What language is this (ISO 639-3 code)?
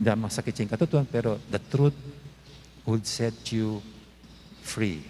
pam